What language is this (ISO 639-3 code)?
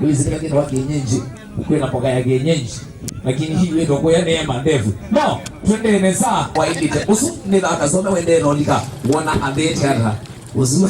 kam